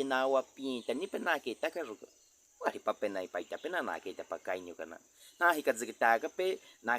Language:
Baniwa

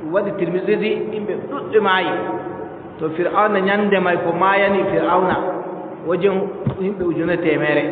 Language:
Adamawa Fulfulde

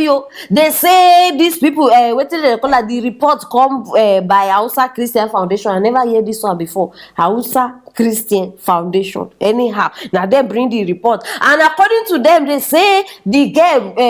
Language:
Nigerian Pidgin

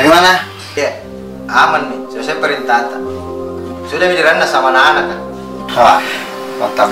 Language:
Makassar Malay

